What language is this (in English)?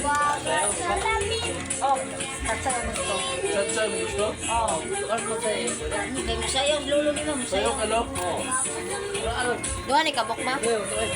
Cebuano